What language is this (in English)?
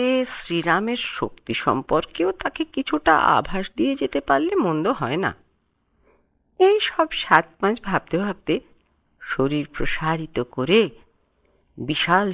Bangla